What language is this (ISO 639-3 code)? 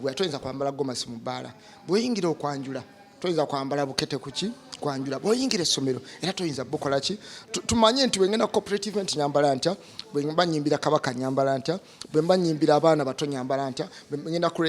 lug